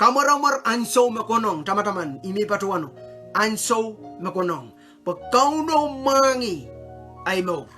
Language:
Pohnpeian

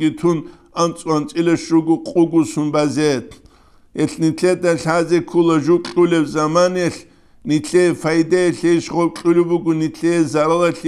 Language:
Avaric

